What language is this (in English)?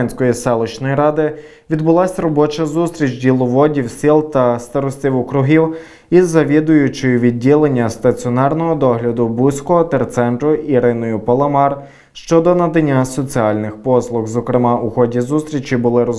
Ukrainian